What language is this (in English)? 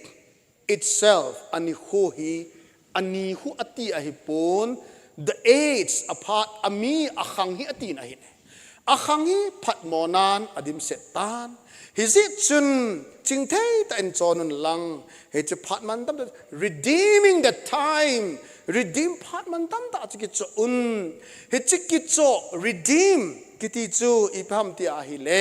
Thado Chin